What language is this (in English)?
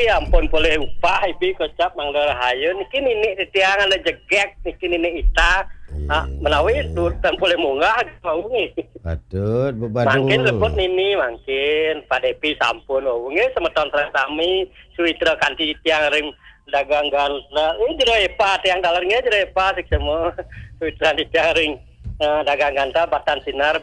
Balinese